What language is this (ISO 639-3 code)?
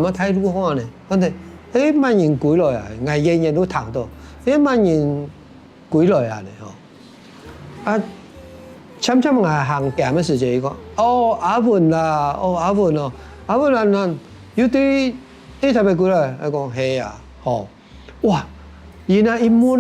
hak